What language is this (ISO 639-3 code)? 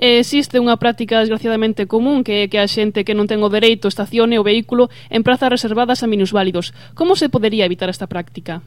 glg